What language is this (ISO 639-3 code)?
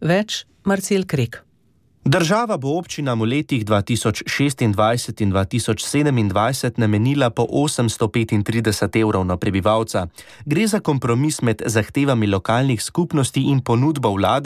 slv